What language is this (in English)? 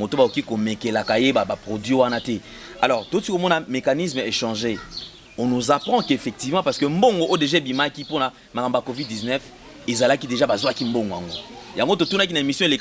Lingala